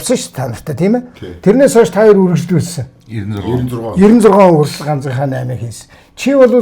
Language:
Mongolian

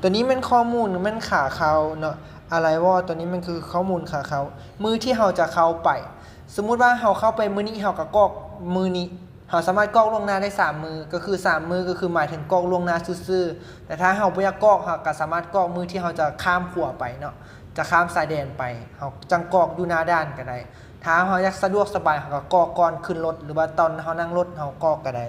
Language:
Lao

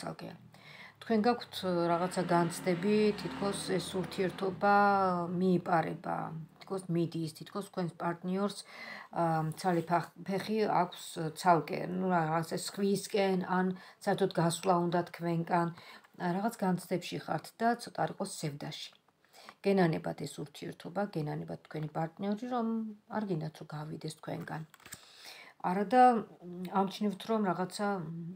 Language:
Georgian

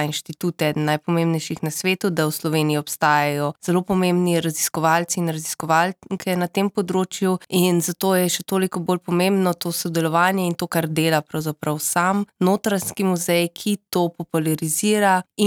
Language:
Slovenian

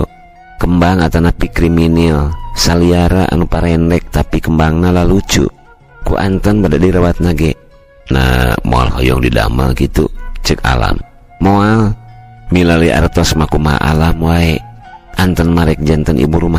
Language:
Sundanese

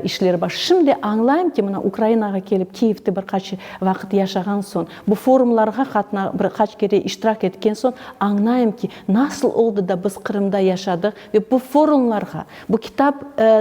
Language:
Crimean Tatar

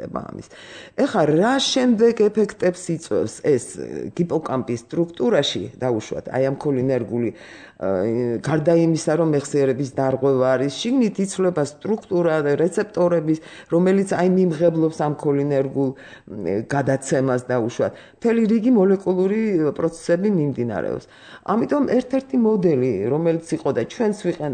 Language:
Georgian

